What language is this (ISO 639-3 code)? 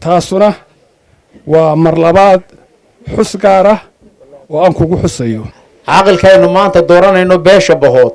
som